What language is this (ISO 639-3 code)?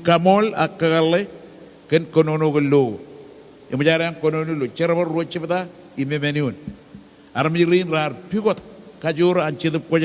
mah